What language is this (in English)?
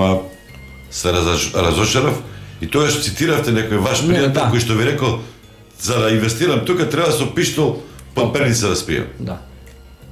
Macedonian